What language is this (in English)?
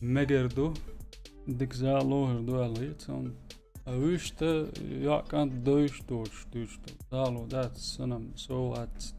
Chechen